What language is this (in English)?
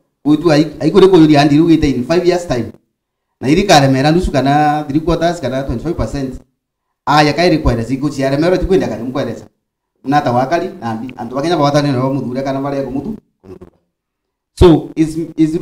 Meru